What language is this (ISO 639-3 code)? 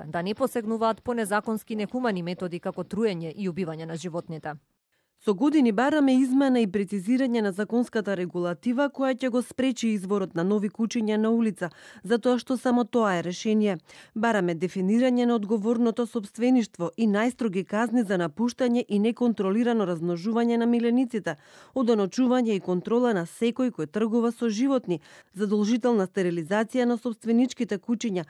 mkd